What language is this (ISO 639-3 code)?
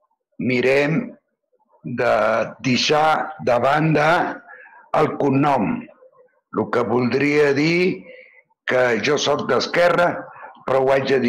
cat